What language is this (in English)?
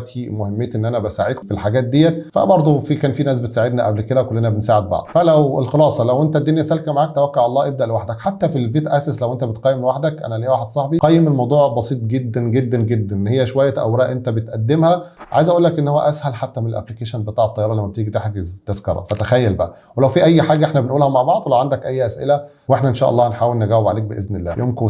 Egyptian Arabic